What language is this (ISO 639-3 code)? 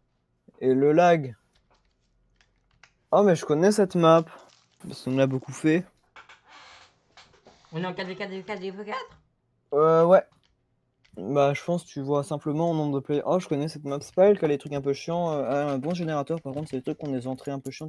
fra